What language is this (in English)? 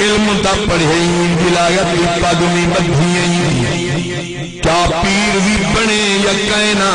Saraiki